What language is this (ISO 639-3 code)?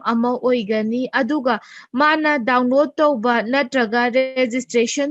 mni